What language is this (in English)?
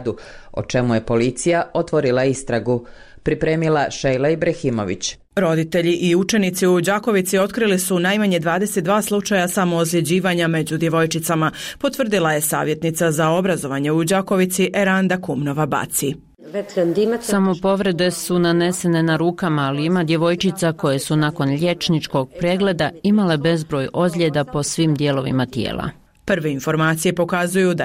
Bosnian